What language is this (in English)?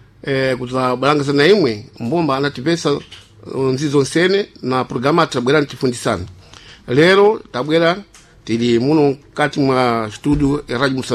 Sena